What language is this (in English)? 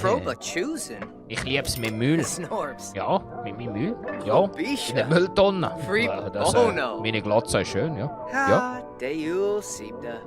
Swiss German